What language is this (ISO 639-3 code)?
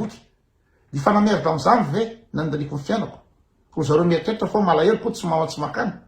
mlg